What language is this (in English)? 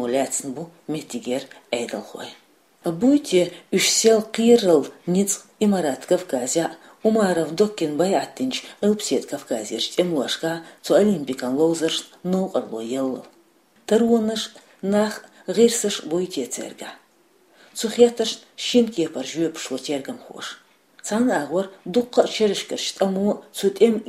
Chechen